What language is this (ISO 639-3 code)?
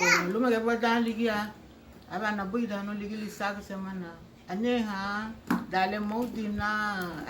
cab